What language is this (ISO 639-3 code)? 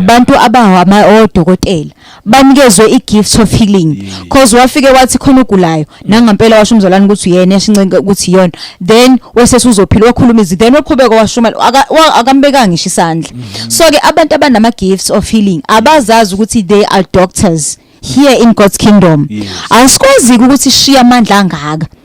zul